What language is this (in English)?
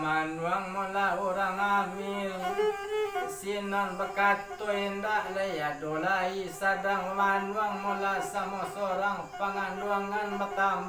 Minangkabau